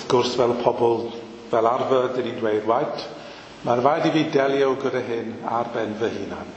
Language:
Welsh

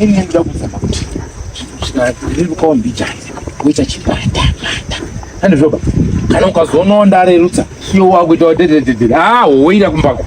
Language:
Shona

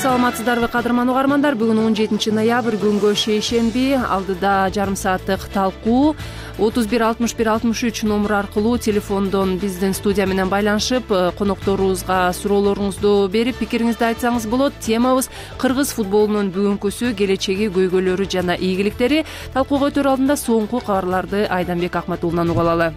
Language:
Kyrgyz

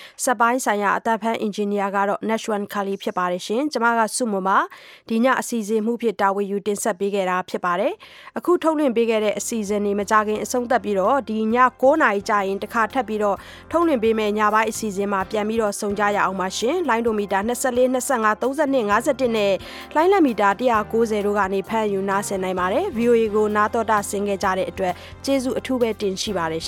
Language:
Burmese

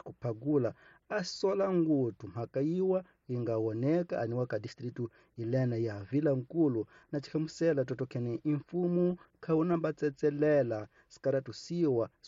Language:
Tsonga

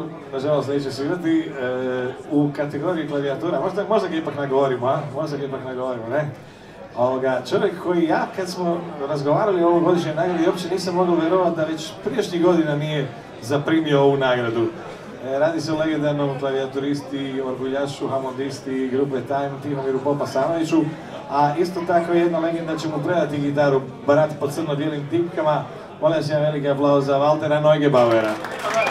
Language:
Croatian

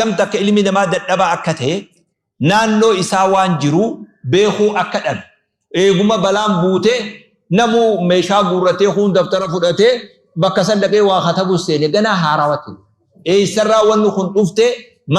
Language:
Oromo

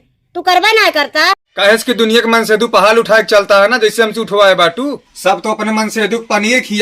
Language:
Awadhi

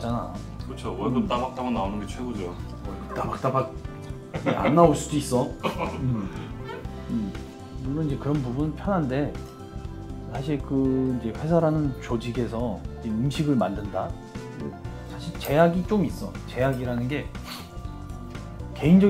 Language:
Korean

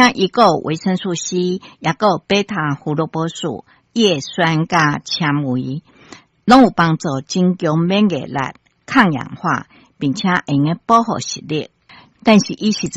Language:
Min Nan Chinese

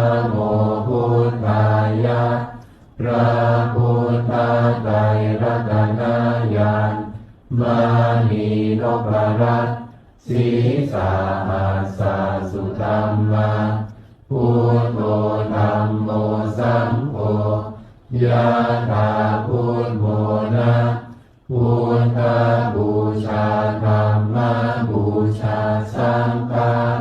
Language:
Pali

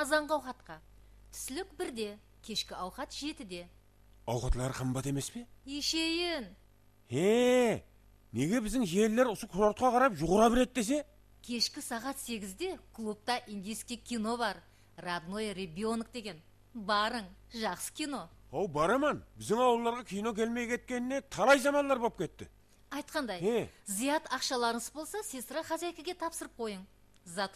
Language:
Kara-Kalpak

